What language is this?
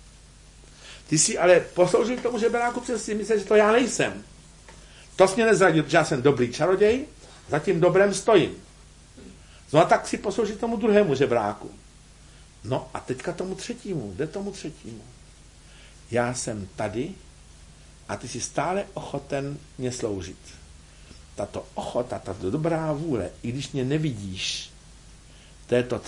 Czech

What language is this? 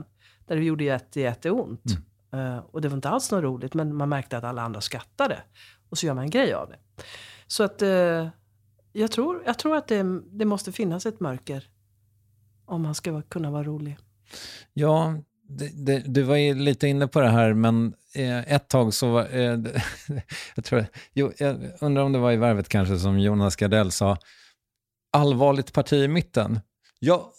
Swedish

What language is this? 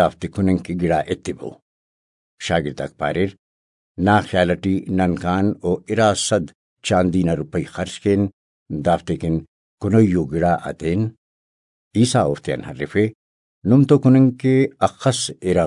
Brahui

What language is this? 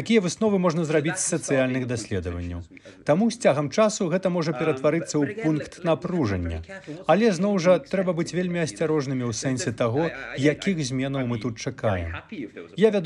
Belarusian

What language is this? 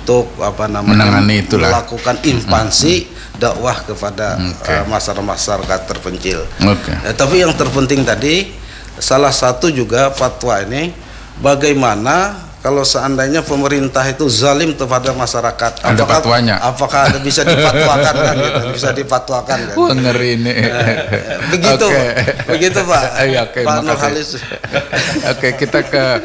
Indonesian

